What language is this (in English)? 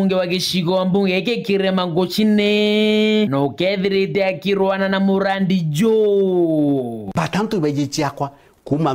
Meru